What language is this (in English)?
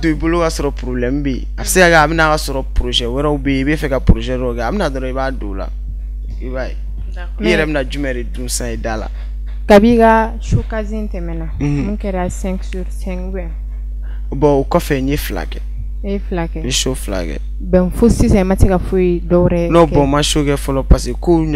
Bambara